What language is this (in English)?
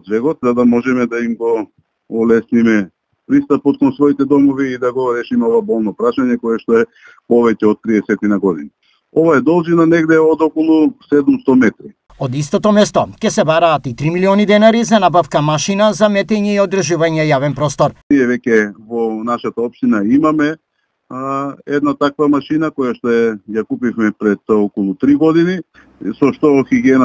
Macedonian